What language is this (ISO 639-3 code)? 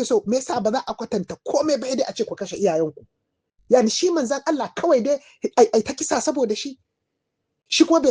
hau